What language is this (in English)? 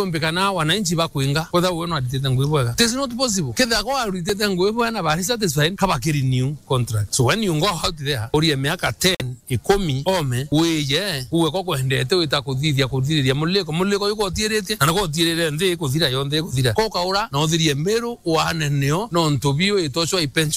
Meru